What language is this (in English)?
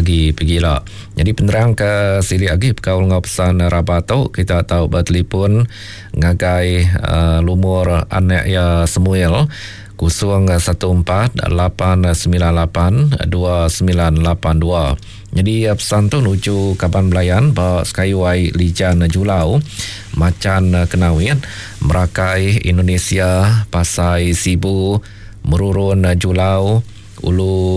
Iban